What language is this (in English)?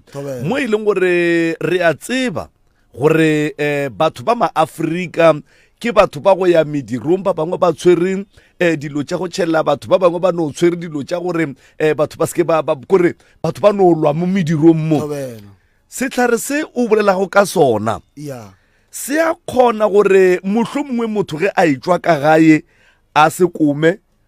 Northern Sotho